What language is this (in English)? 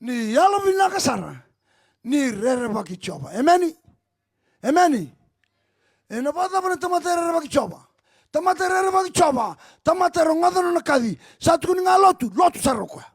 Fijian